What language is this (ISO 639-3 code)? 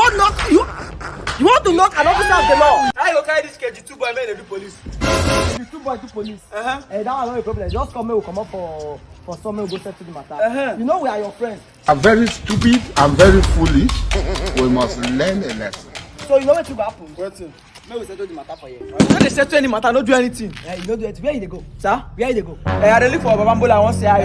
pcm